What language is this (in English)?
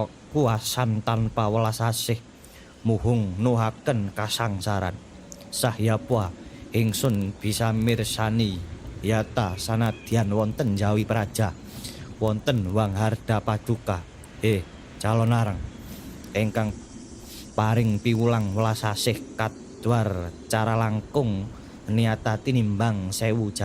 Javanese